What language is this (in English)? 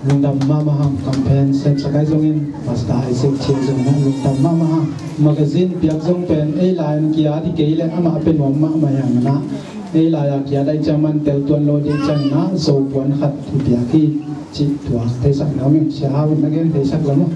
Tedim Chin